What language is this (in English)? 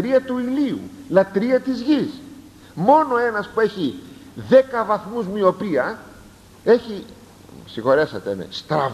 Greek